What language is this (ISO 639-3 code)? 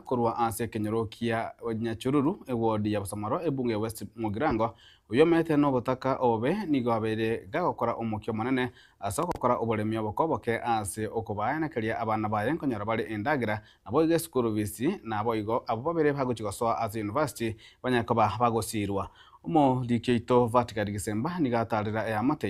guz